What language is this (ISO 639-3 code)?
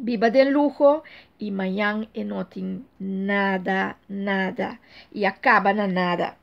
pap